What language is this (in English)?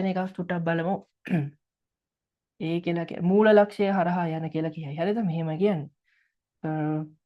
Sinhala